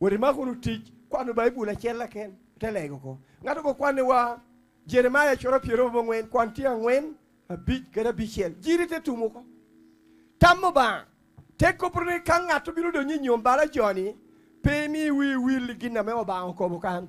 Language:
Lango (Uganda)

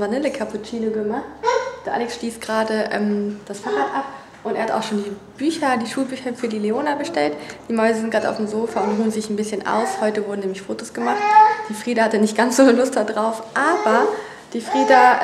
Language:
German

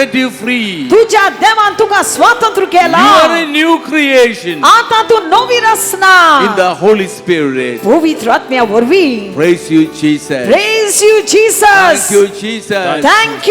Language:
Konkani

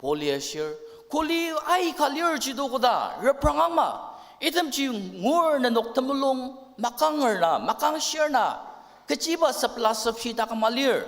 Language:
Ao Naga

